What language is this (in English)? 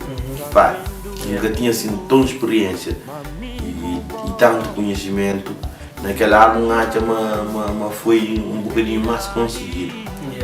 Kabuverdianu